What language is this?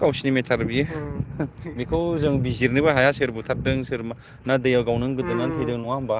Bodo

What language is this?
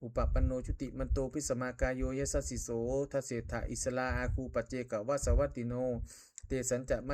Pali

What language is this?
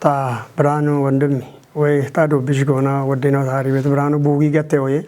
Kafa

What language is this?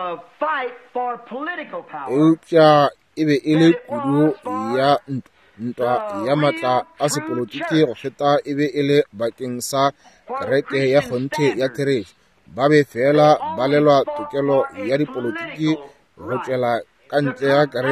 Northern Sotho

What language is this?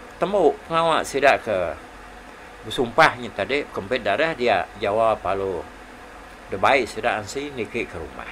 Iban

